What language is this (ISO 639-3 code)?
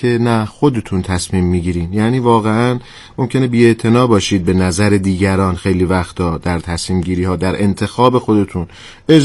fas